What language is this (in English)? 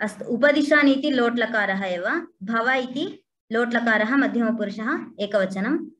Sanskrit